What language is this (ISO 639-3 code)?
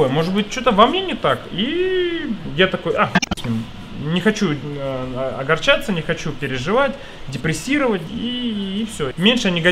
rus